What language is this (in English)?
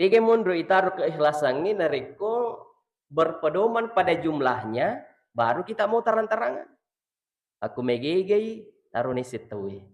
Buginese